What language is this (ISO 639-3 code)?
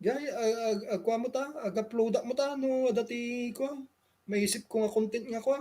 ilo